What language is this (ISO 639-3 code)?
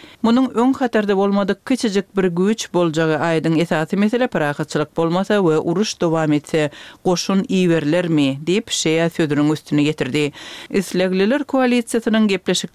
tuk